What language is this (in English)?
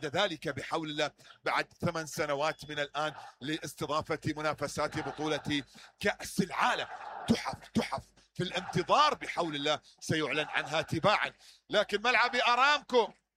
Mesopotamian Arabic